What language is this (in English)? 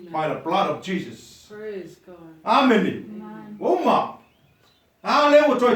Samoan